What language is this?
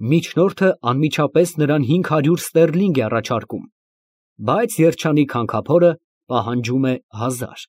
Armenian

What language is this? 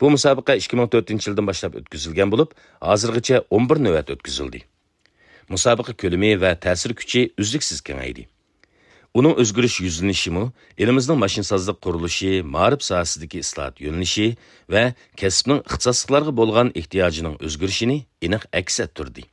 Uyghur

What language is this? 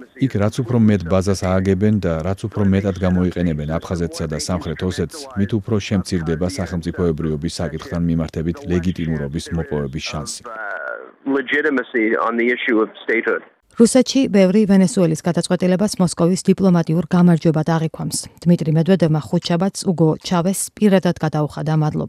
Georgian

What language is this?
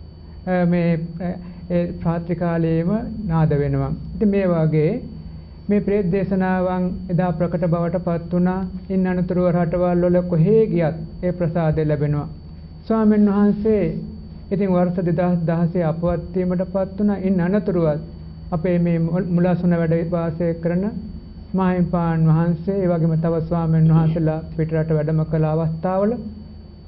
Sinhala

